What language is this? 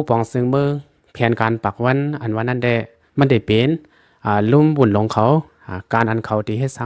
Shan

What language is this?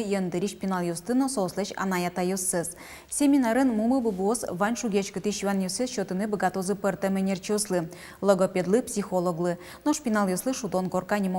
Udmurt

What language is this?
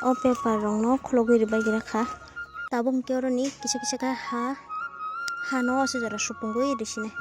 Kok Borok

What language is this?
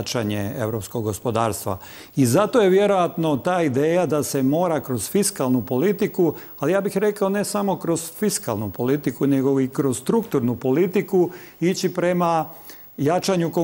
Croatian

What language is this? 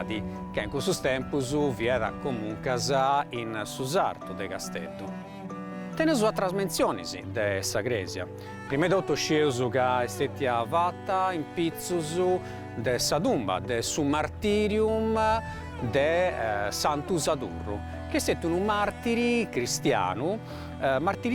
Sardinian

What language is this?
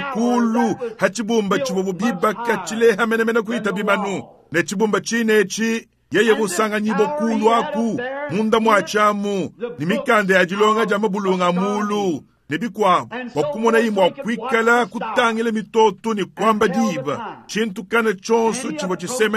Luba-Lulua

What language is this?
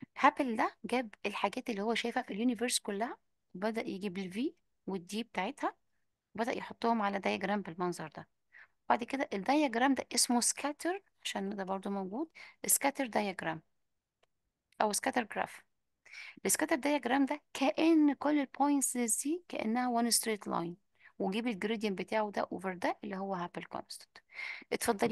Egyptian Arabic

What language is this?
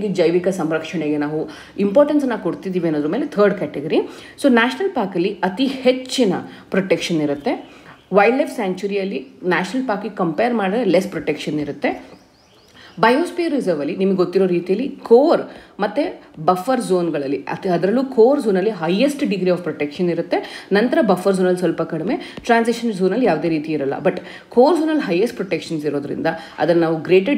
Kannada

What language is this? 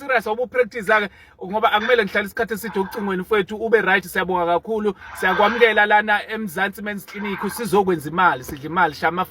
Zulu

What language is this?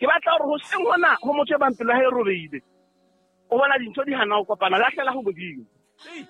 Southern Sotho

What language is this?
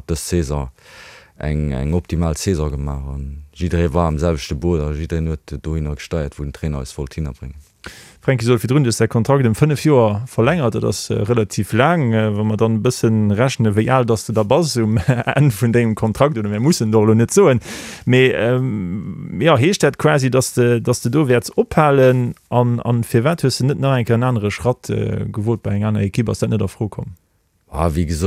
Luxembourgish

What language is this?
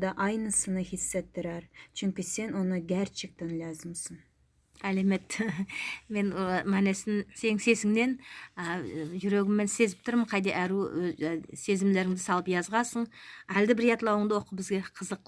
Nogai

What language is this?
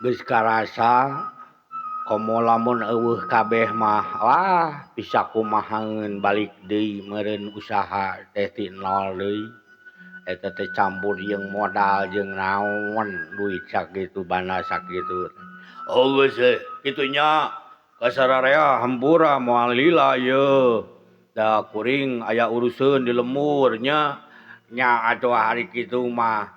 Sundanese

